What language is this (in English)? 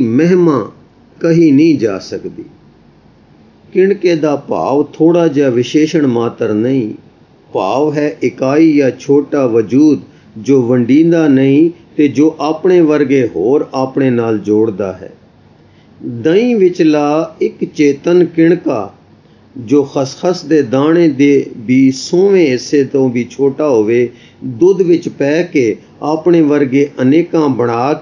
Punjabi